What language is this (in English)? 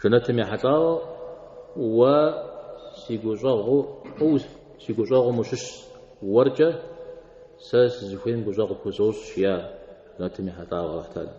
Kabardian